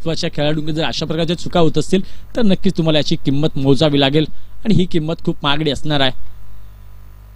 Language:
Marathi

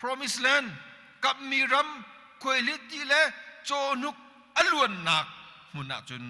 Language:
Hakha Chin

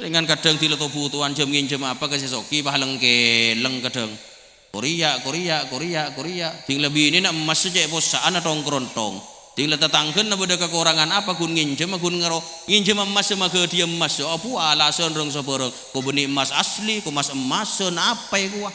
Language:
Madurese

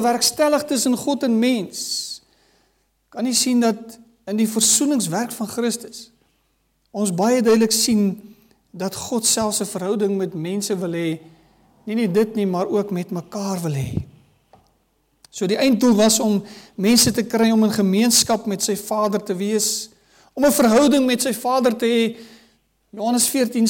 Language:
Afrikaans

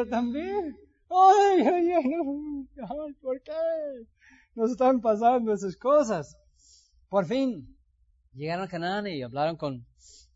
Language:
Spanish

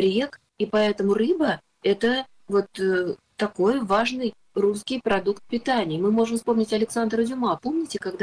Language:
Russian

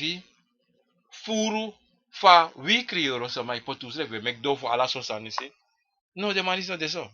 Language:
Sranan Tongo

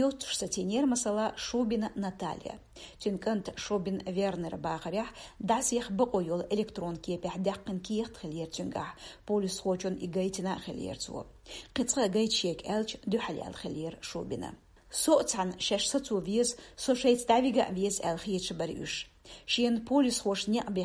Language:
Chechen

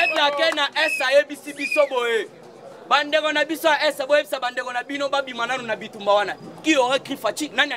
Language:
Lingala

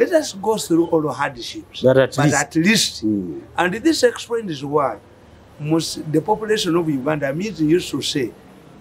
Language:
English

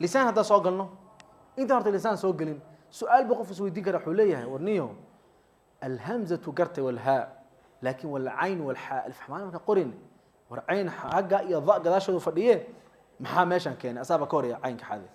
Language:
Somali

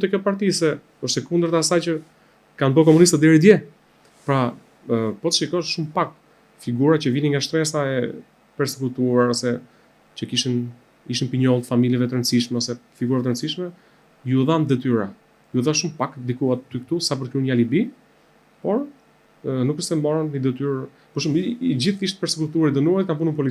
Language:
Albanian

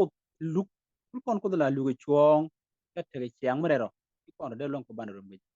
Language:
Nuer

